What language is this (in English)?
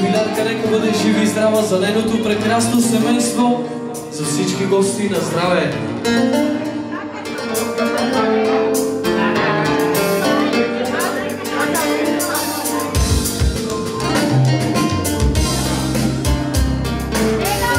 Bulgarian